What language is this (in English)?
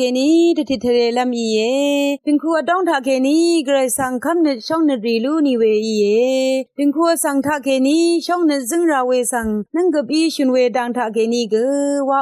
Rawang